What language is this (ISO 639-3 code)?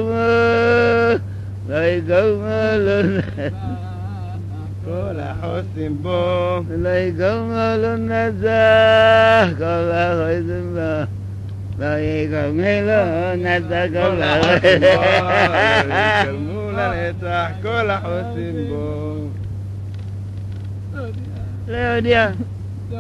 heb